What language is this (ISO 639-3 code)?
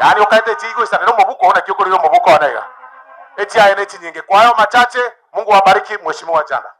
guz